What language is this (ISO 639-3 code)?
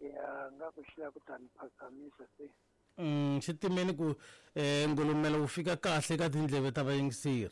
tso